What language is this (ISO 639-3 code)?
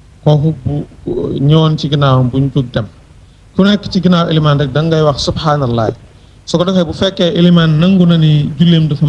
wol